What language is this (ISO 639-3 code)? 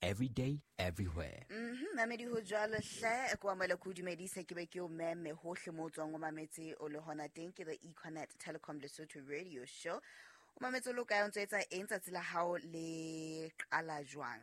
sot